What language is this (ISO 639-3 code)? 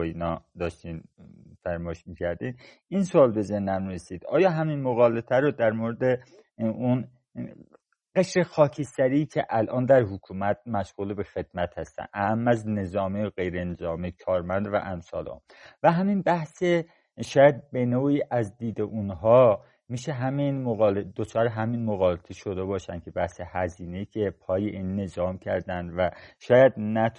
fas